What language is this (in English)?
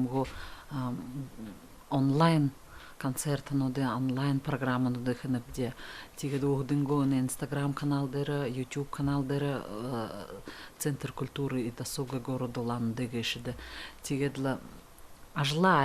Buriat